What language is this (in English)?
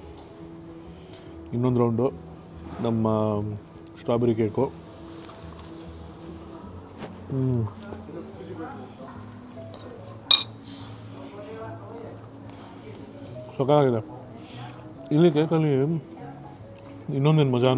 Kannada